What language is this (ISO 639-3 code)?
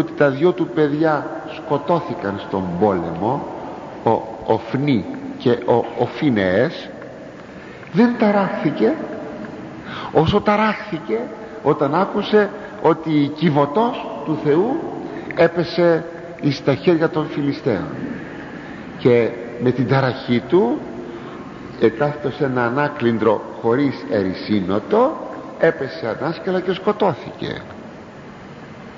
ell